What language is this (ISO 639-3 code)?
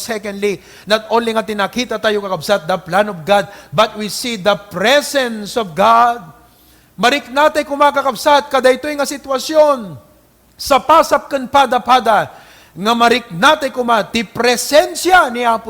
ilo